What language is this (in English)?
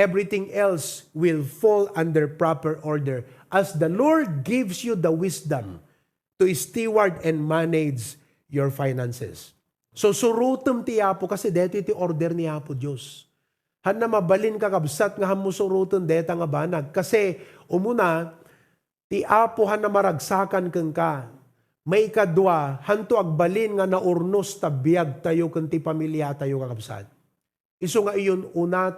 Iloko